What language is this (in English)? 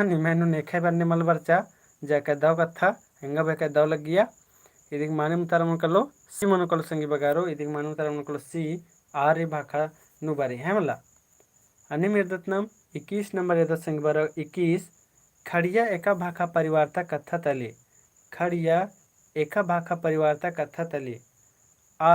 Kurukh